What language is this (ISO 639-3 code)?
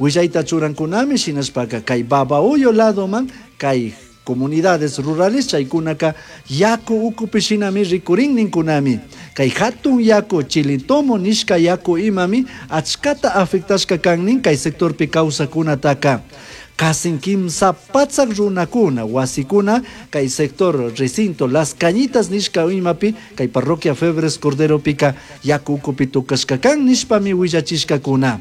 qug